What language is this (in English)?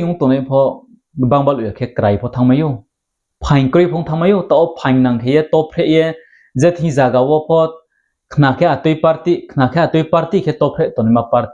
Riang (India)